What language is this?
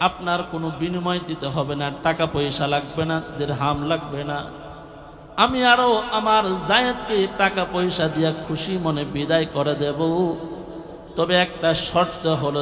Bangla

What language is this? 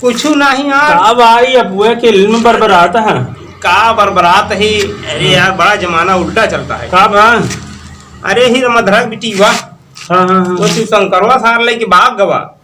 Awadhi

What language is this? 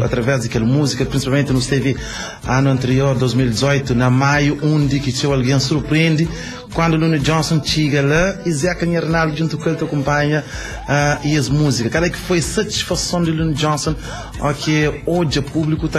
Kabuverdianu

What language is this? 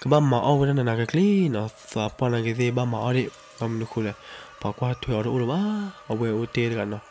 S'gaw Karen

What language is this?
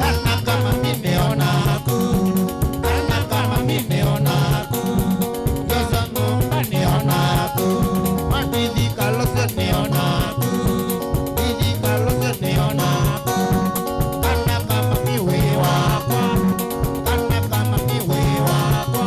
Kamba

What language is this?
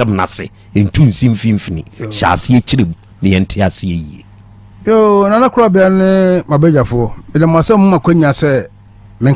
Akan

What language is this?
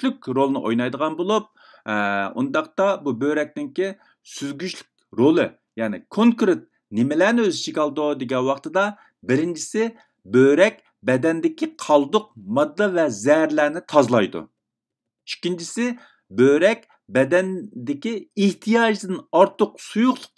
Uyghur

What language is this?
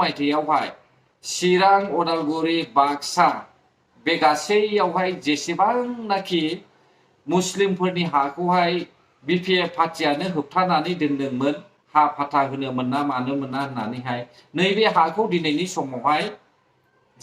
Bodo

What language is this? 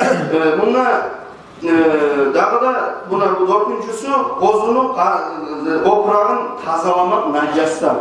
Kumyk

